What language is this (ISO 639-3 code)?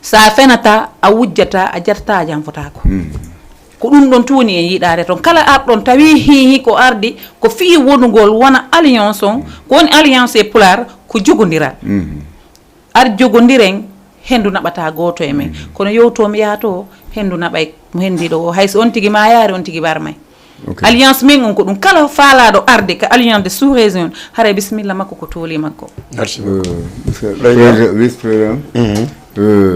ful